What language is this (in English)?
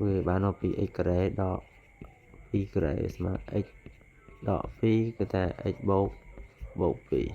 Khmer